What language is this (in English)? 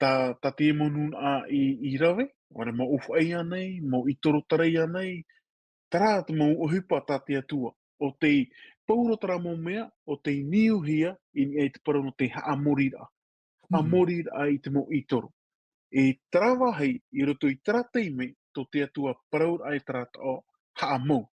Tahitian